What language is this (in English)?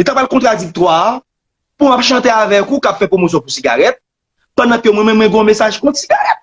Haitian Creole